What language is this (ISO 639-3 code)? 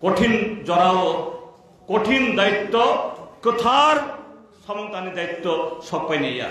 trp